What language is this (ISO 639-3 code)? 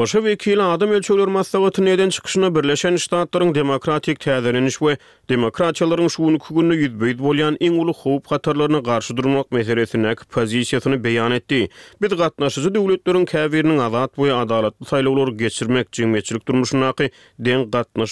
tuk